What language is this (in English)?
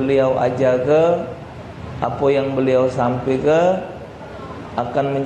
Musi